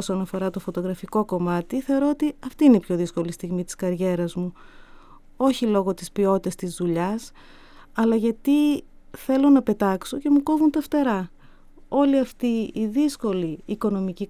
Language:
Greek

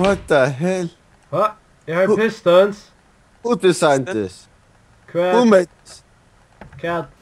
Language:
Faroese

